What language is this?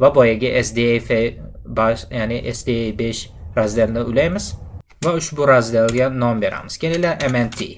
Uzbek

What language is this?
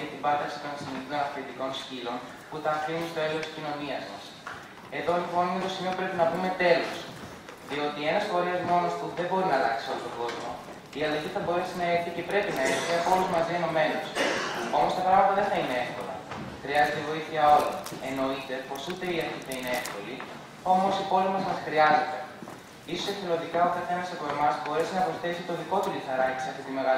Greek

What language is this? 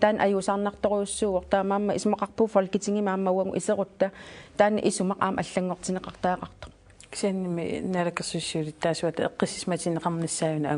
Kalaallisut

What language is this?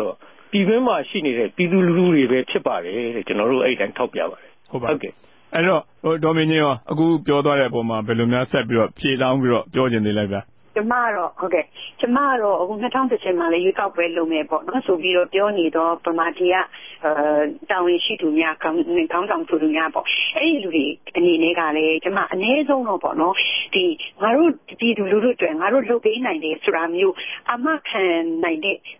Burmese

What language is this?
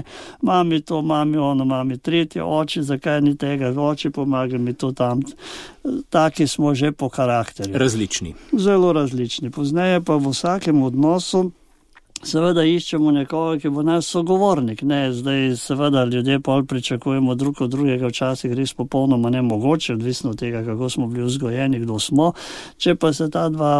Slovenian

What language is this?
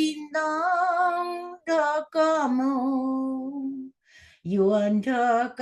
Hmong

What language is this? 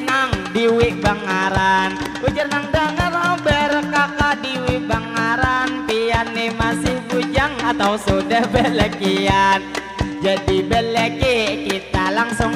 Banjar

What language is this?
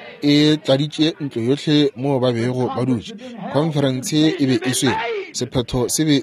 Northern Sotho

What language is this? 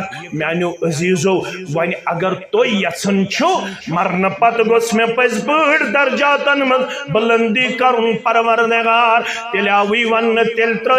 Kashmiri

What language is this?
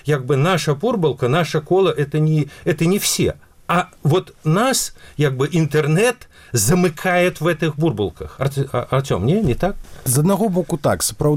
Belarusian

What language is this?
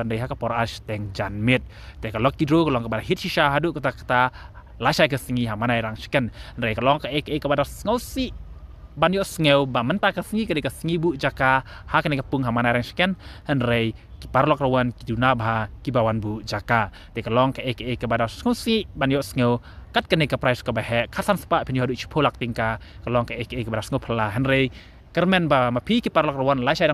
Khasi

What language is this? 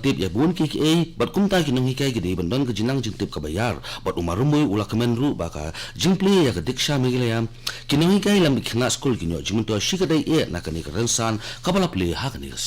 Khasi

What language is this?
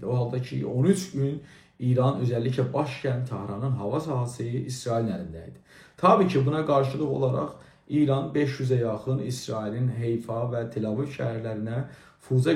South Azerbaijani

